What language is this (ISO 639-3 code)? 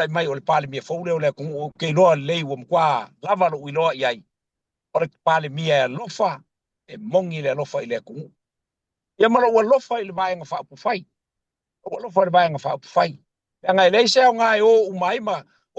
smo